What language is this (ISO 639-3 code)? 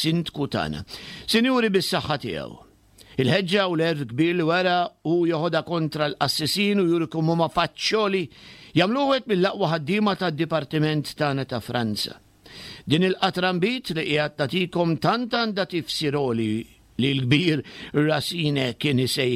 mlt